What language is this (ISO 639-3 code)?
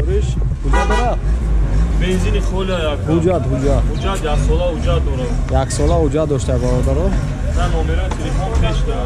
tgk